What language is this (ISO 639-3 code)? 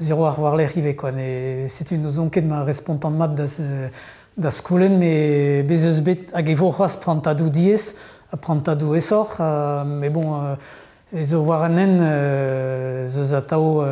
bre